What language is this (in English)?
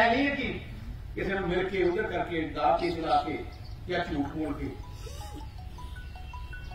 Punjabi